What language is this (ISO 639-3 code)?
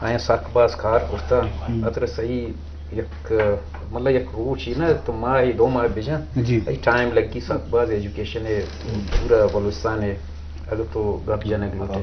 bgp